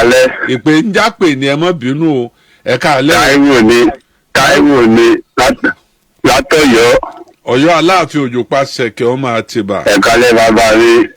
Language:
Yoruba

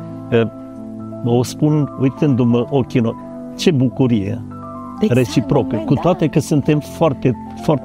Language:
Romanian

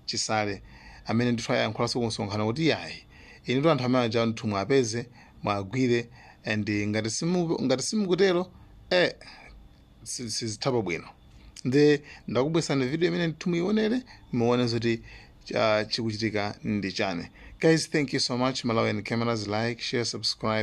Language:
Nyanja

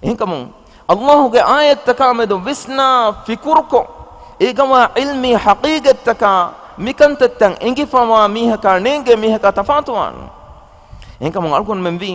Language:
Divehi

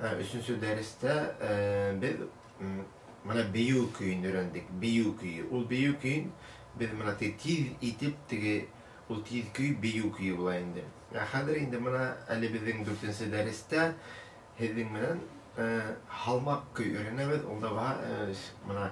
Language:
Bashkir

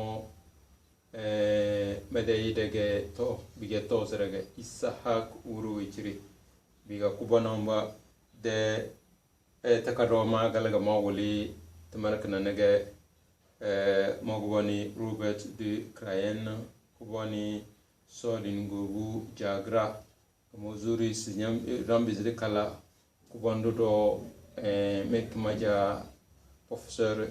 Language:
Tem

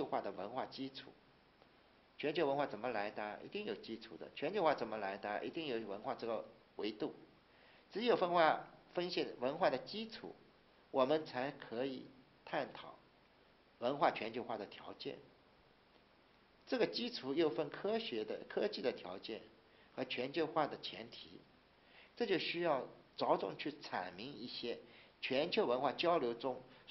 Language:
Chinese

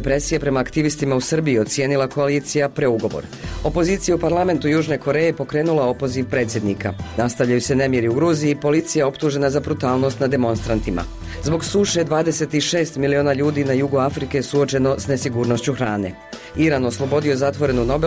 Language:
Croatian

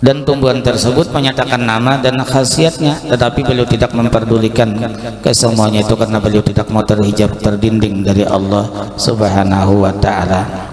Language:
Banjar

